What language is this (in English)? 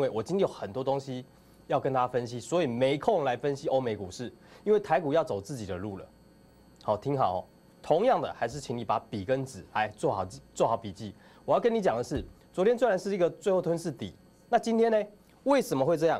Chinese